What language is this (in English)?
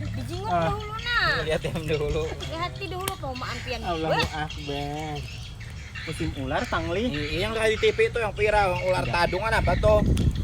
Banjar